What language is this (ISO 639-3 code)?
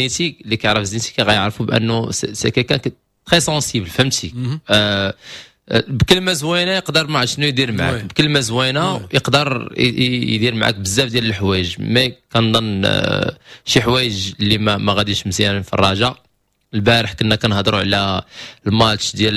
ary